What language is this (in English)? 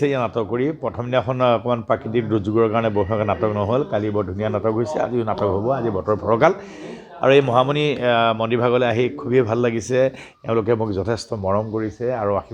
Assamese